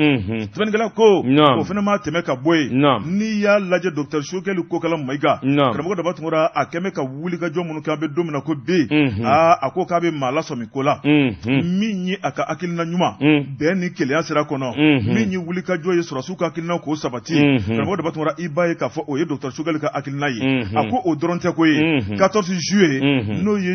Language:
Bambara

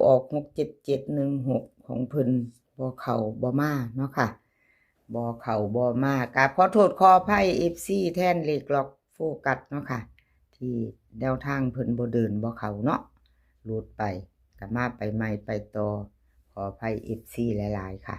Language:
Northeastern Thai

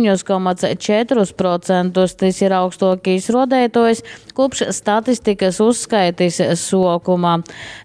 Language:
Latgalian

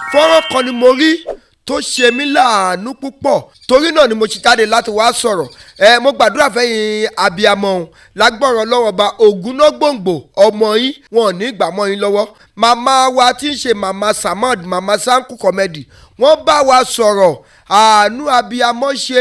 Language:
Yoruba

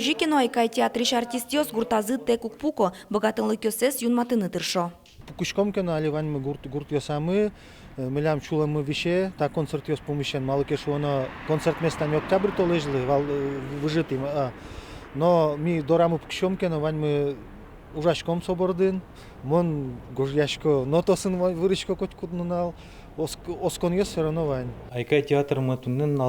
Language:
Udmurt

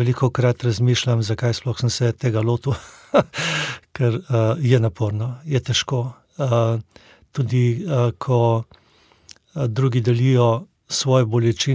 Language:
Slovenian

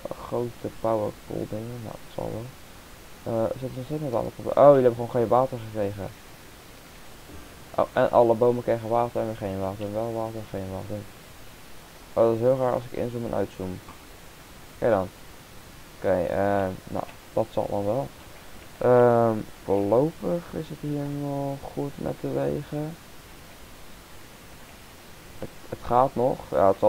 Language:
Dutch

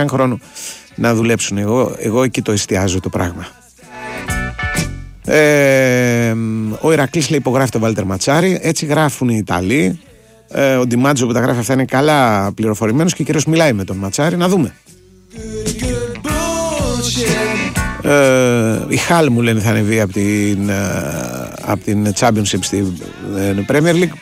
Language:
Greek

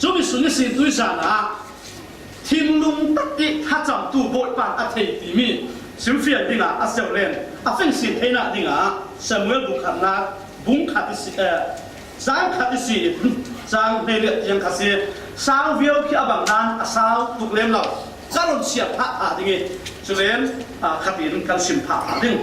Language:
Falam Chin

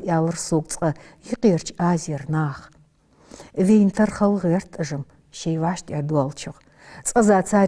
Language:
Ingush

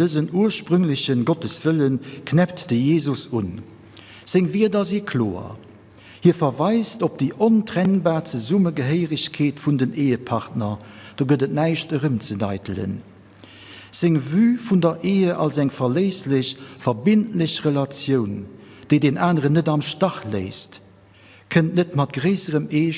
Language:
Luxembourgish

